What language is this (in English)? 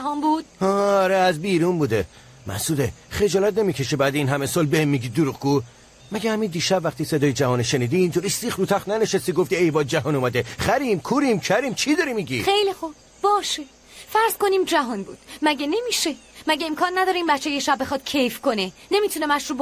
Persian